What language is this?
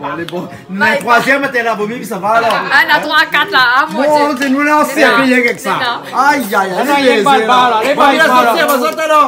Réunion Creole French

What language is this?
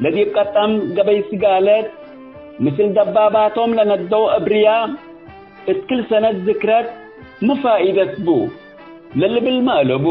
Tigre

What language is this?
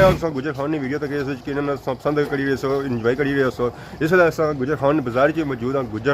Pahari-Potwari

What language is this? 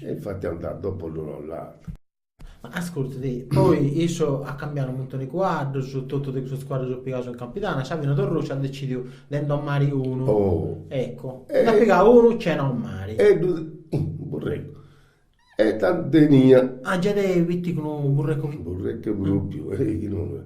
Sardinian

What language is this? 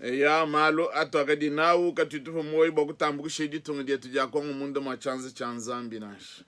Luba-Lulua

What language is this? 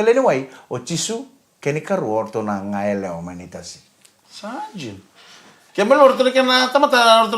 Fijian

